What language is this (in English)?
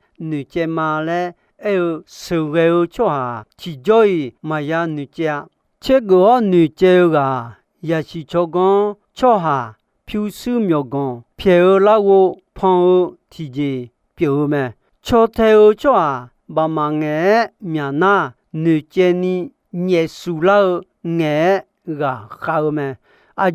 Akha